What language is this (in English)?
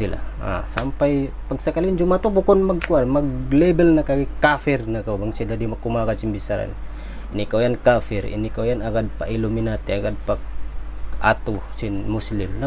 Tausug